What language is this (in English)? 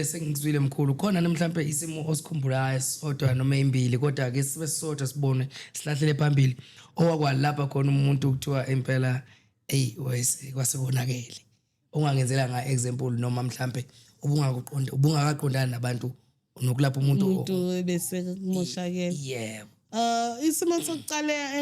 Zulu